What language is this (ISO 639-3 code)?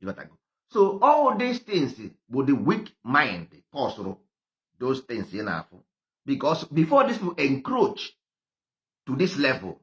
ibo